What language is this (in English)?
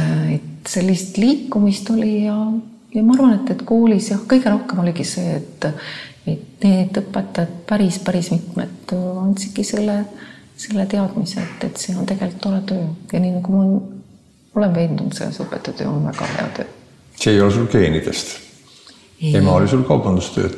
Estonian